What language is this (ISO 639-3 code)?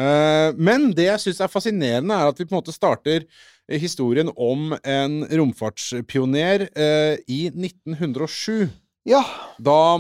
nor